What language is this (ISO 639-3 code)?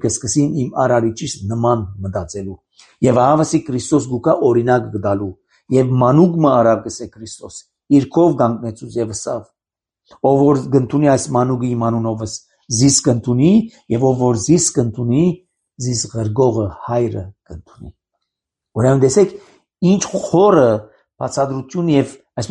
hye